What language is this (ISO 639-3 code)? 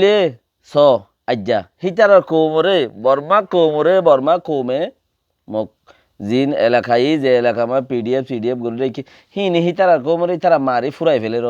rhg